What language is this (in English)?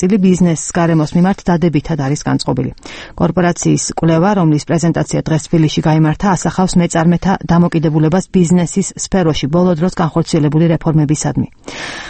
Georgian